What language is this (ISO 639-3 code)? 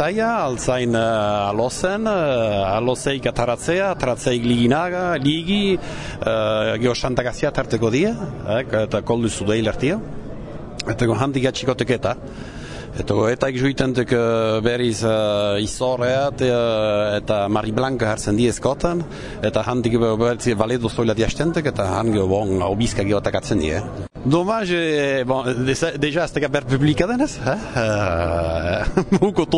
eus